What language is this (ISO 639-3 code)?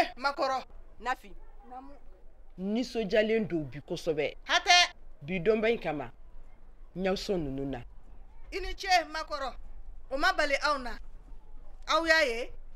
bam